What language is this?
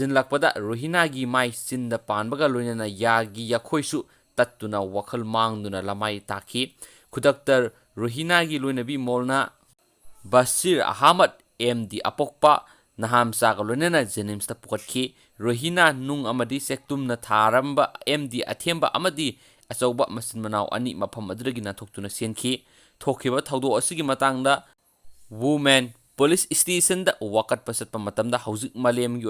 Manipuri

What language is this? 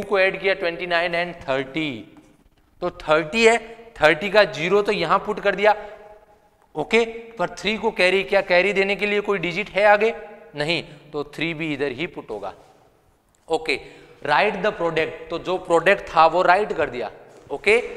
Hindi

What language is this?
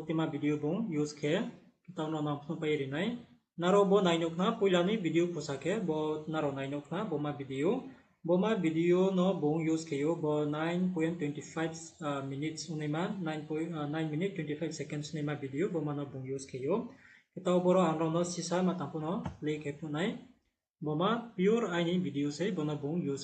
Riang (India)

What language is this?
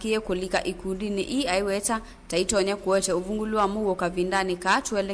Kamba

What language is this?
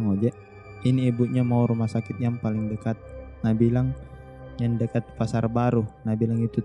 Makassar Malay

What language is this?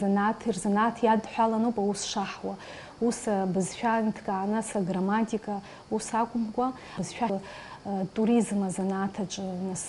Abkhazian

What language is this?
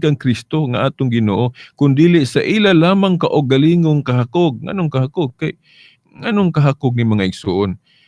Cebuano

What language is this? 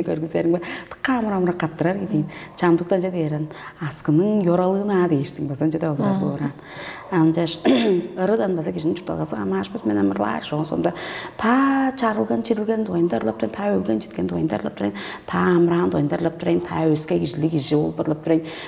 Tuvinian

